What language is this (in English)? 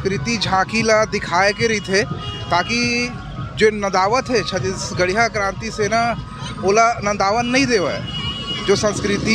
Chhattisgarhi